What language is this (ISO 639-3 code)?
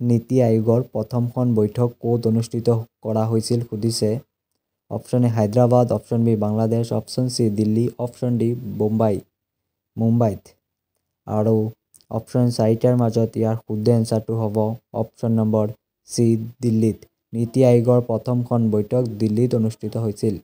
asm